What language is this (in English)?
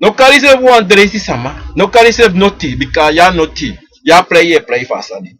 Sranan Tongo